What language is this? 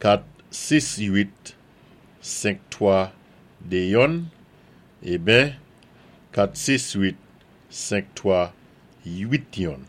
Saint Lucian Creole French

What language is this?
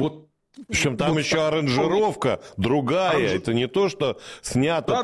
Russian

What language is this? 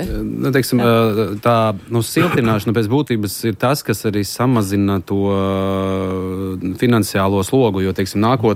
Latvian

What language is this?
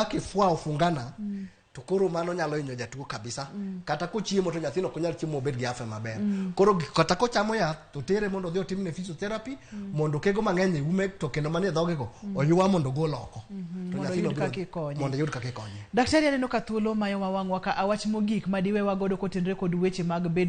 Luo (Kenya and Tanzania)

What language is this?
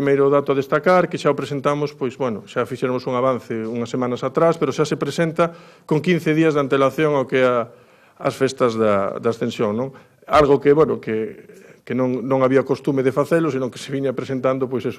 Galician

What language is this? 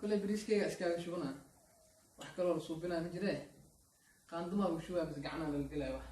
Somali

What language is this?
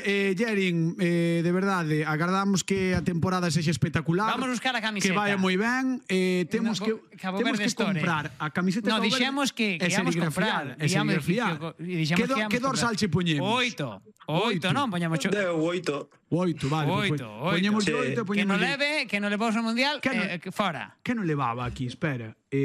Galician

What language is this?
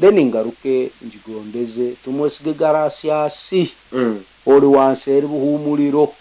Nyankole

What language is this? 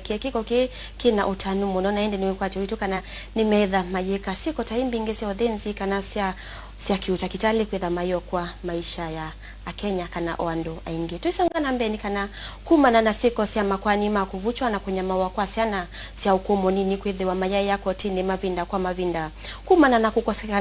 Kamba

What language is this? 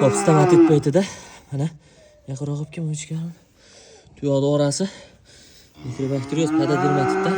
Uzbek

